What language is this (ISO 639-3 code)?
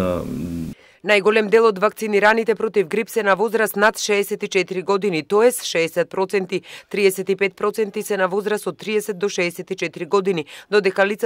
mkd